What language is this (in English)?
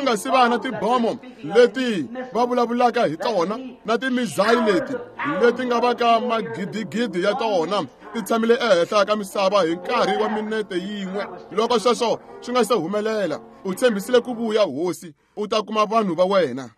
Tsonga